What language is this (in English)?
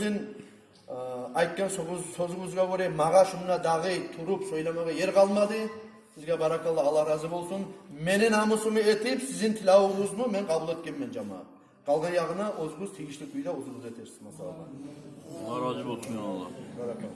Kumyk